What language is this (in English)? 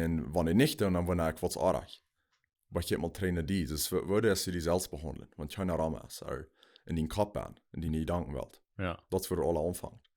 Plautdietsch